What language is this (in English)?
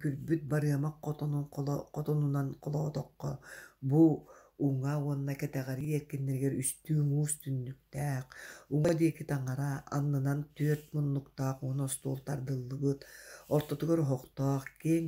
Yakut